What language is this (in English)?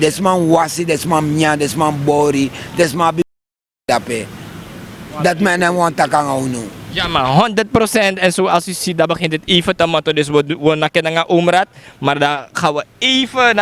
Sranan Tongo